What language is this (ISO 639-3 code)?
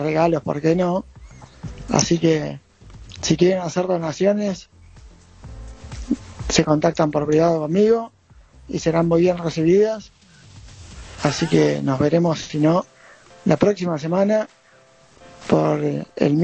spa